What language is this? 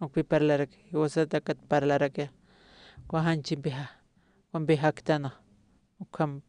Aymara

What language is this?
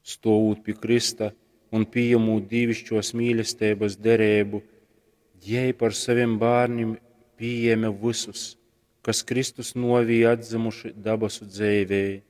Latgalian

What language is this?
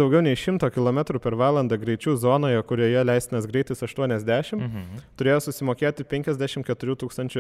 Lithuanian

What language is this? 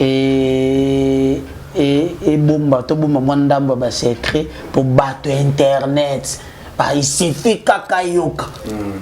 Lingala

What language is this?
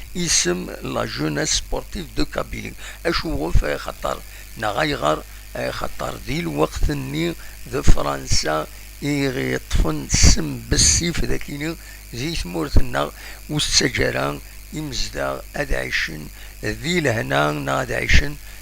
Kabyle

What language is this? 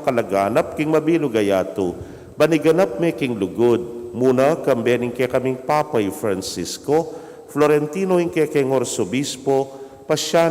Pampanga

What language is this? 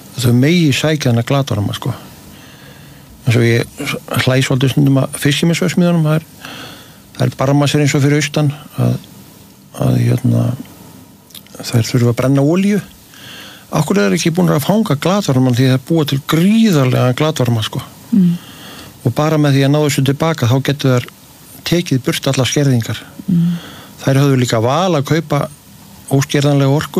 Icelandic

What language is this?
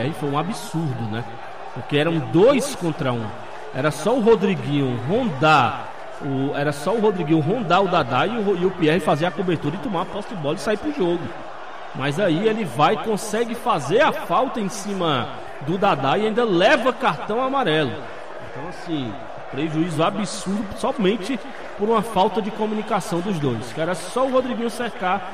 Portuguese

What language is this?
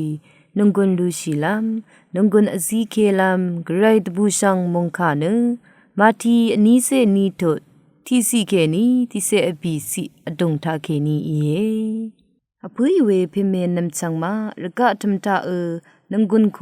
Rawang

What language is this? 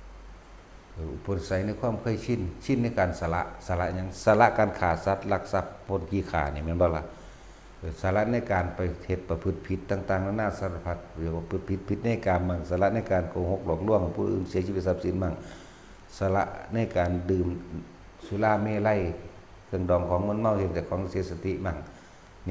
Lao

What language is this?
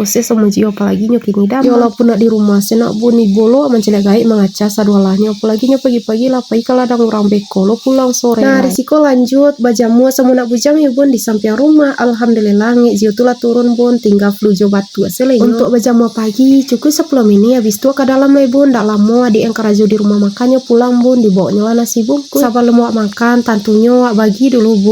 Minangkabau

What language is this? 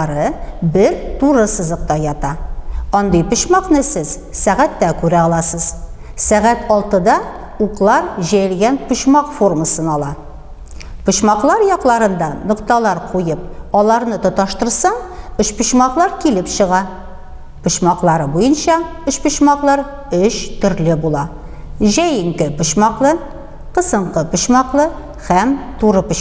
Tatar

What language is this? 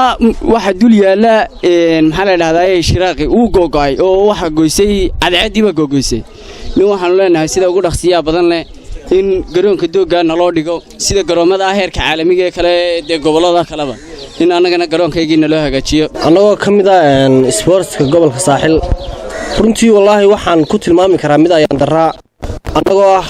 Somali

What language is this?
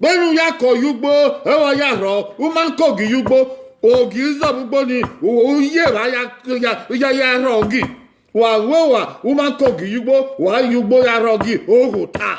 Bini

